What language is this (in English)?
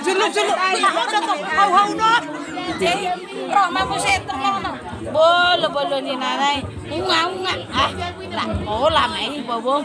Batak Toba